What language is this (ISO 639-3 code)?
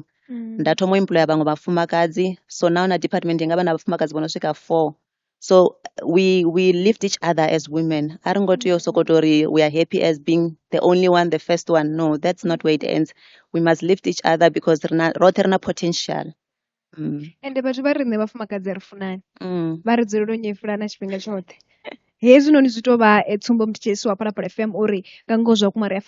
ven